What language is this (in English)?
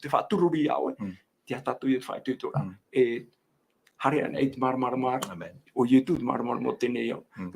Tahitian